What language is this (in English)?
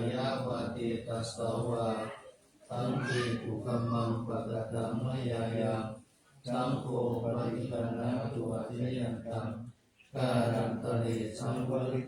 Pali